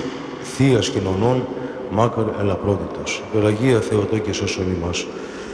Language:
Greek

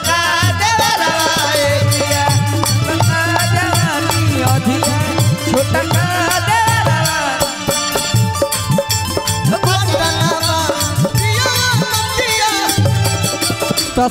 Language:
Bhojpuri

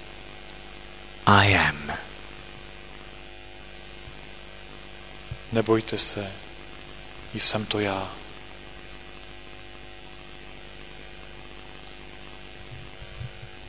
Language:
Czech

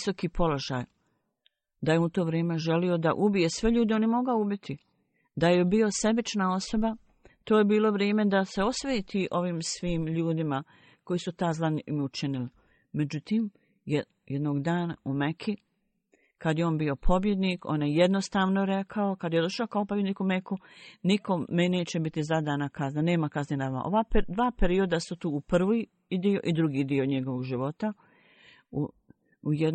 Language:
Bosnian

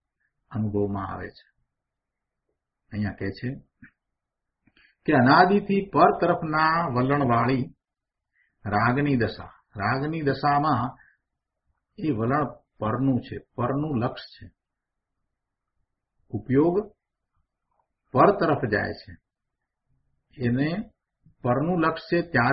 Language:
Gujarati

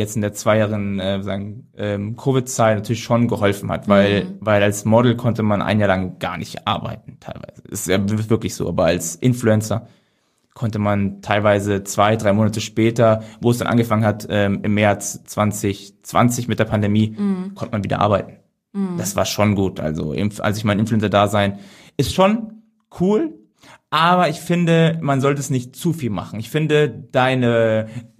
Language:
German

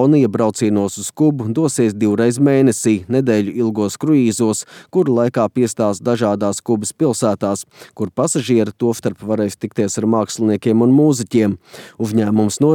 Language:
Latvian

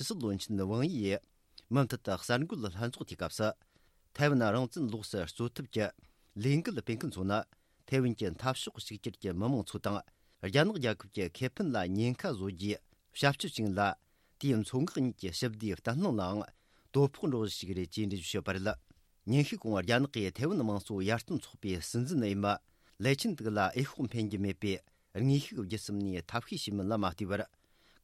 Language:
Tibetan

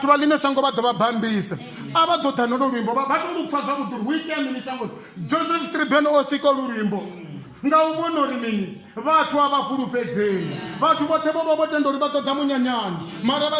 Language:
Venda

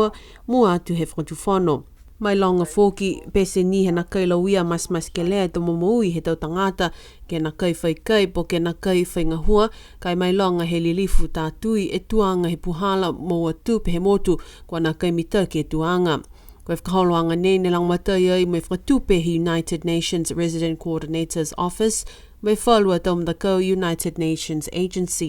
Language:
Niuean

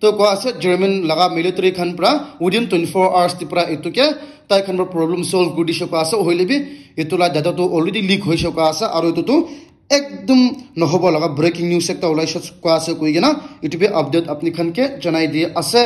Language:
Naga Pidgin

